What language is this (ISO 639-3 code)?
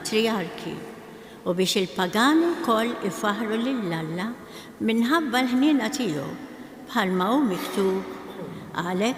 mlt